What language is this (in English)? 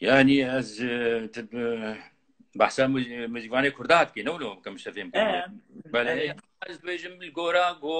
Kurdish